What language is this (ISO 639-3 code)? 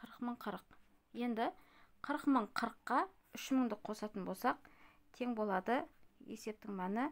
kaz